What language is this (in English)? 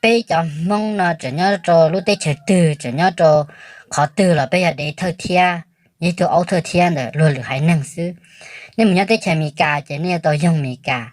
Hmong